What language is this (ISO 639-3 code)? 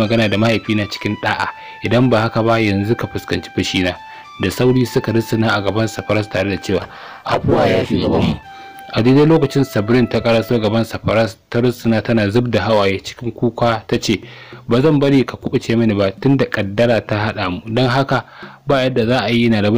hau